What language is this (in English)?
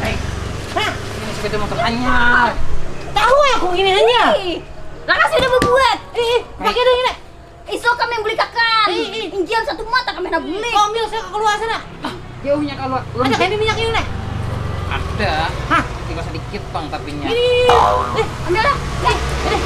Banjar